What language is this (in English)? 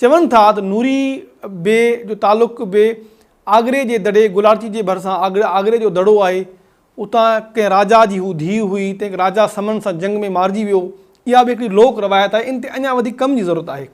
Sindhi